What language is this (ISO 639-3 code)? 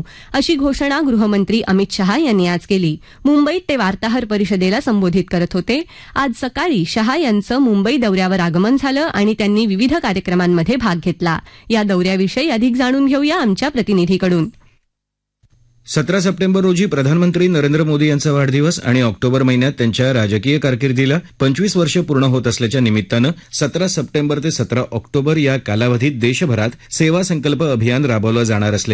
mar